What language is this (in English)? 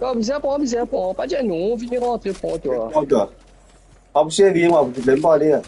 Morisyen